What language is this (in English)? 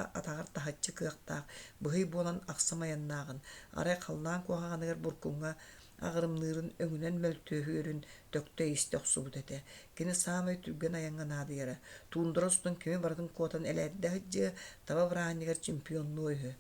Yakut